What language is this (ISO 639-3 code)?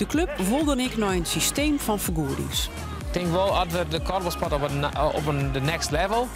fry